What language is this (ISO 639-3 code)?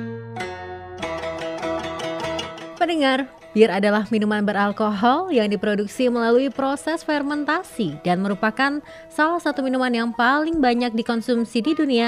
ind